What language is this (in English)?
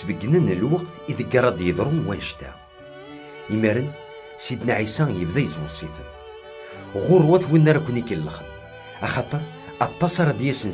Kabyle